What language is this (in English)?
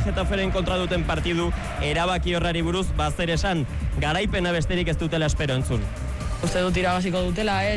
Basque